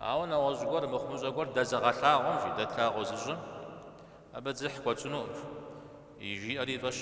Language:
Kabardian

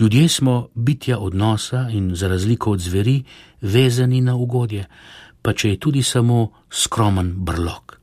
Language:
Slovenian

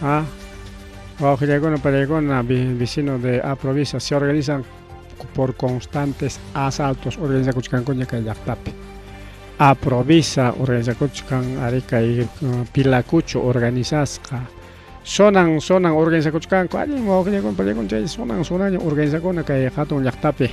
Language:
Ayacucho Quechua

